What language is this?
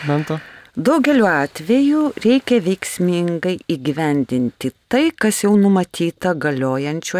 Lithuanian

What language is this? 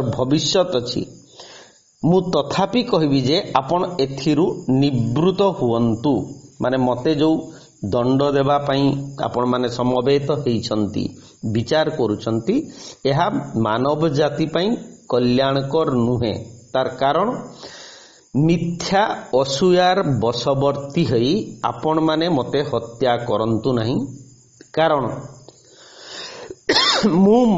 Odia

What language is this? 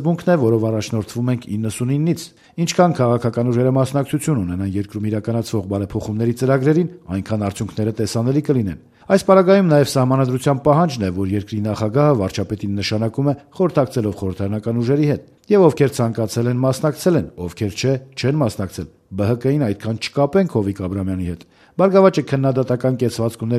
Armenian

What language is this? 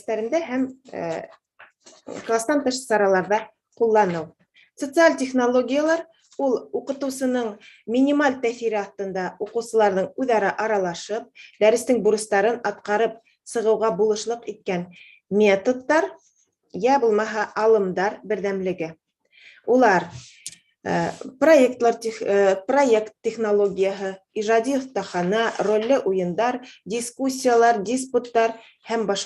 Bashkir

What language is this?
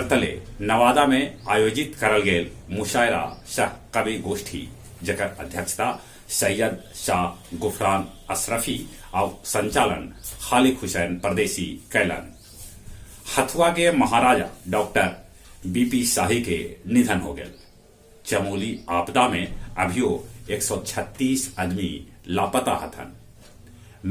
Magahi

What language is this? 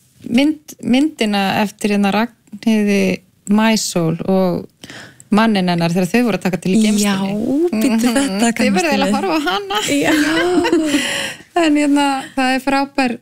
Icelandic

